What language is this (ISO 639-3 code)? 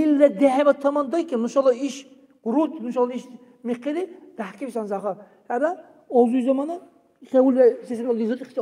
dar